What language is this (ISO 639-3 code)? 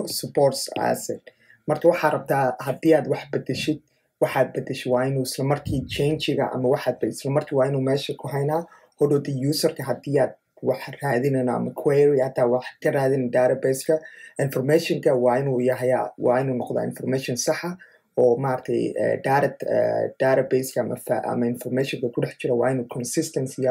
som